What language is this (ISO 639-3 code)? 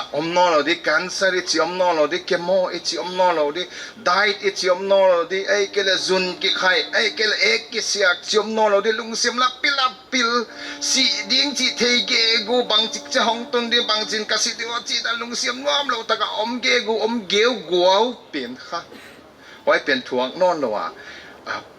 pck